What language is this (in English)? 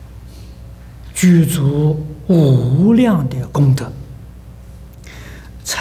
Chinese